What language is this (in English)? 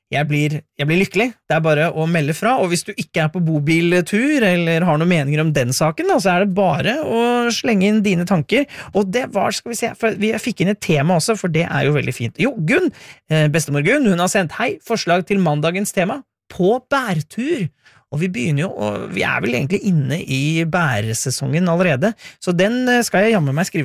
Norwegian